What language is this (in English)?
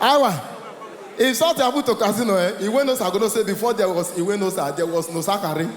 Nigerian Pidgin